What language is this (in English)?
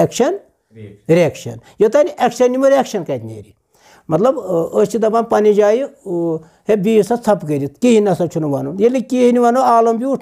Kashmiri